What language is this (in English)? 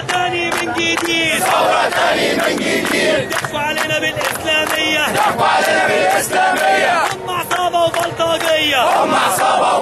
Egyptian Arabic